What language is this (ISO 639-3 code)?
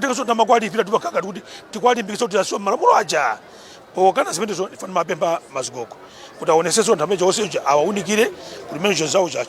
nya